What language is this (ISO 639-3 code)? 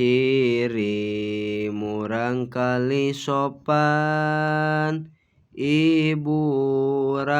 sun